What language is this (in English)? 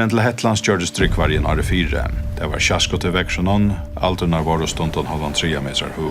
Faroese